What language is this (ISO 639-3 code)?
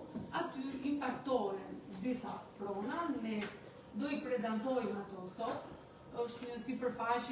sqi